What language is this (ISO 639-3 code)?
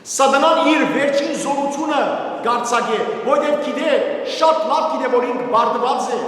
hyw